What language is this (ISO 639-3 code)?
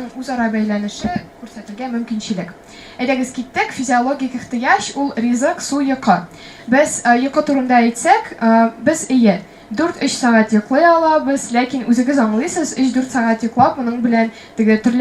tat